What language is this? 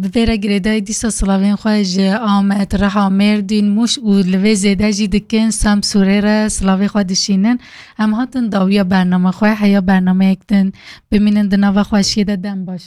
Kurdish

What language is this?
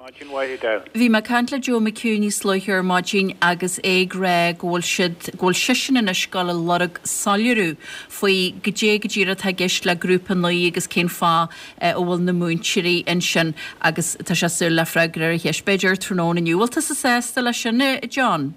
Irish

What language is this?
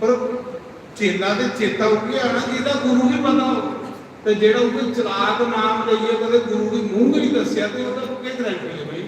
Dogri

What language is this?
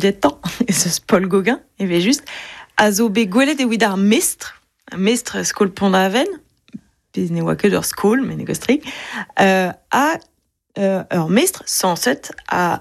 Breton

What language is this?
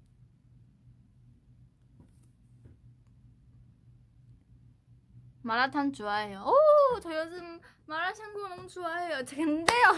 Korean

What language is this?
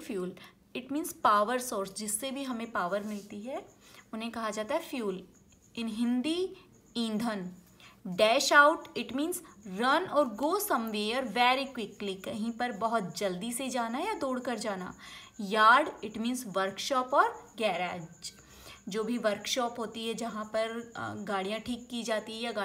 Hindi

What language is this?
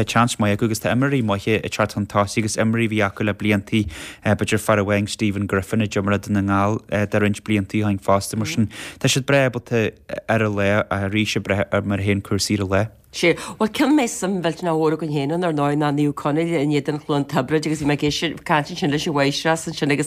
Irish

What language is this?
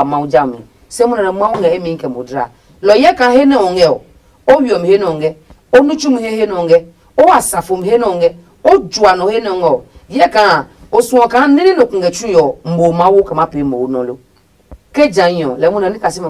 Adangme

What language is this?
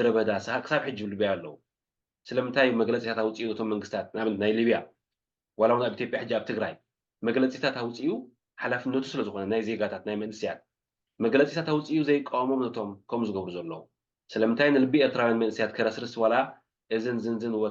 Tigrinya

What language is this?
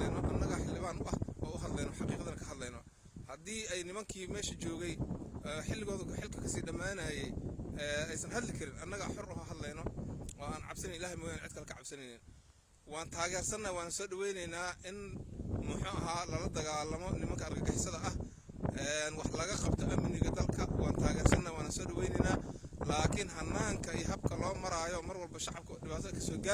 Somali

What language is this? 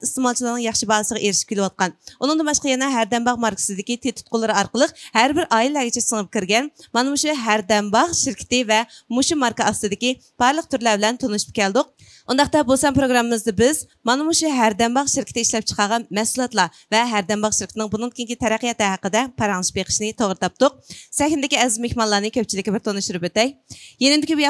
Uyghur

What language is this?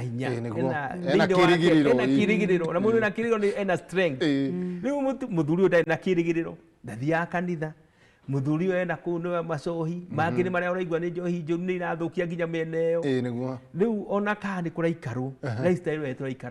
Kikuyu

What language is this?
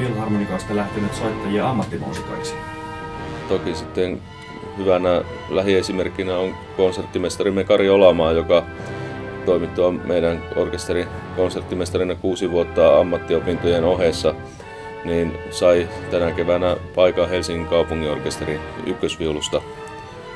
Finnish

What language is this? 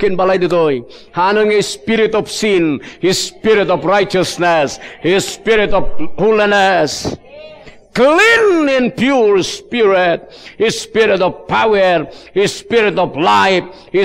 Iloko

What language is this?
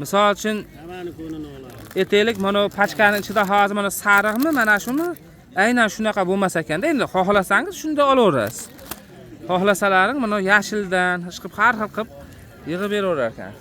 Uzbek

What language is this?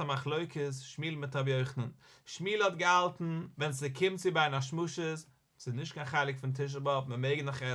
Yiddish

